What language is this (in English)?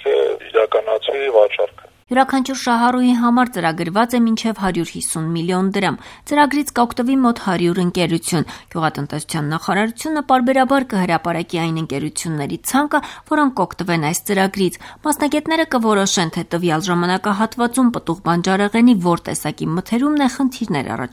Armenian